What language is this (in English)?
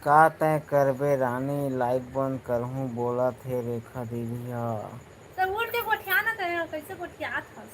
Chhattisgarhi